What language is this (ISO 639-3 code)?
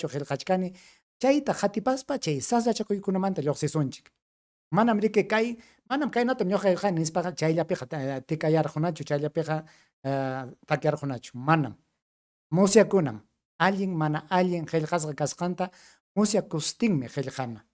quy